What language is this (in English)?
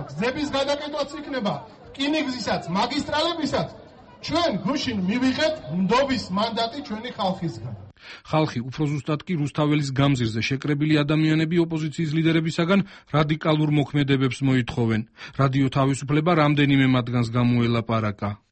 Georgian